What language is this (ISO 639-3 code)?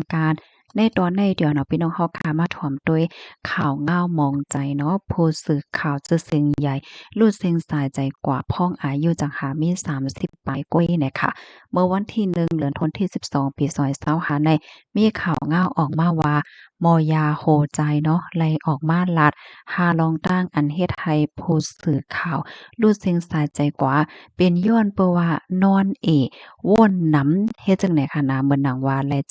shn